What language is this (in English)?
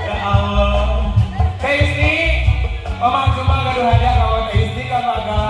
Sundanese